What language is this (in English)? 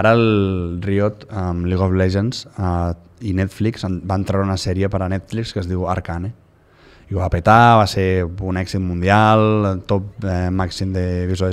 Catalan